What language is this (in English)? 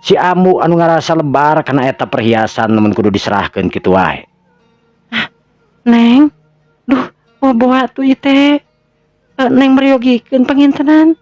Sundanese